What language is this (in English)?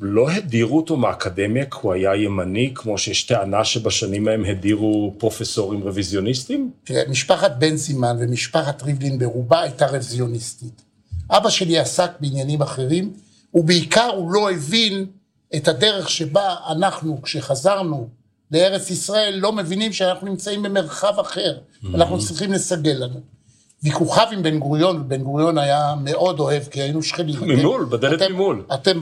Hebrew